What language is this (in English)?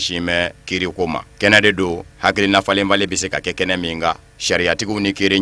Bambara